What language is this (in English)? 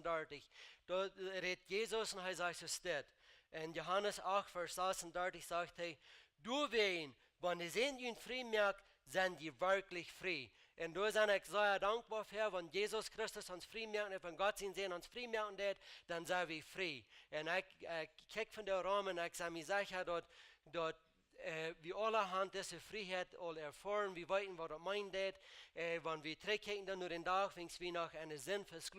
Plautdietsch